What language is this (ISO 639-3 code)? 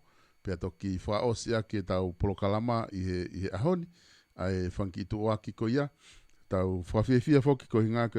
ton